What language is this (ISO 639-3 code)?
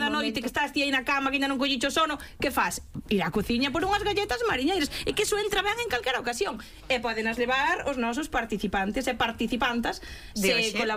glg